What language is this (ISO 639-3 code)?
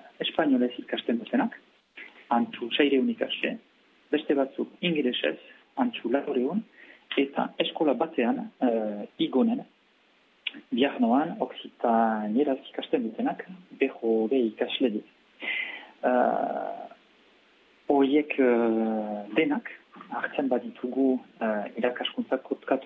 eus